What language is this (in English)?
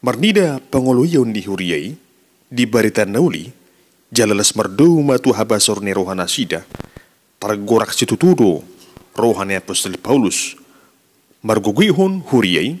Batak Toba